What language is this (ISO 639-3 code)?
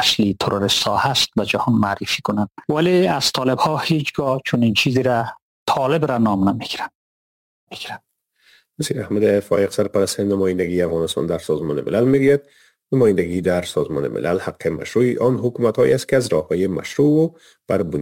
fas